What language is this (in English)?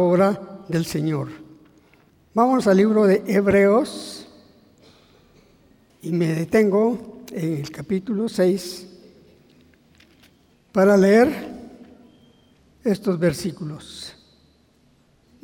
Spanish